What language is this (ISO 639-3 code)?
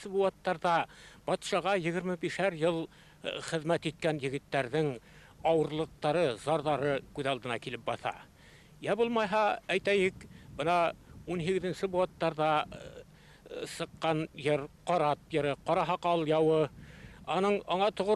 bak